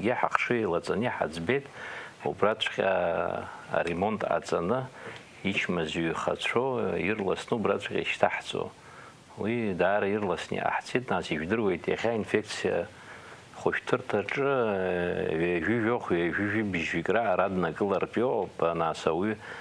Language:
Abkhazian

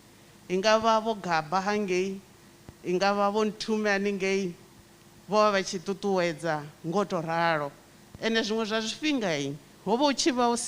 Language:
Venda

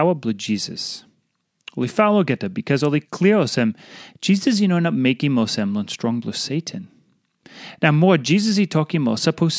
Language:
Tok Pisin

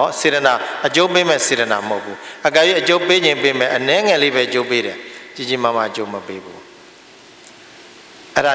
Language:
Burmese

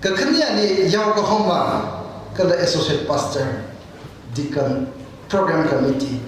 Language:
Tangkhul Naga (India)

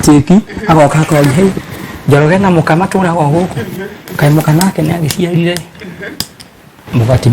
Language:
Kikuyu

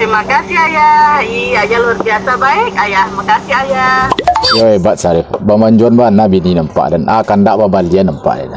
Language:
Minangkabau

